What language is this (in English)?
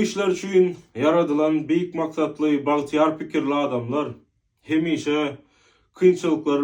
Turkmen